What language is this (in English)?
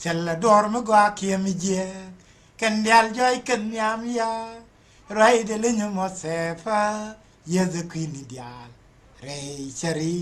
Nuer